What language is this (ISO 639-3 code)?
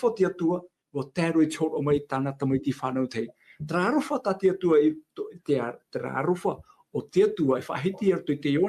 tah